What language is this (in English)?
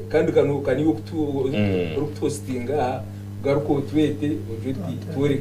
Nyankole